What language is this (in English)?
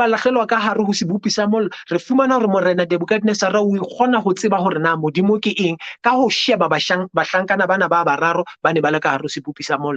Southern Sotho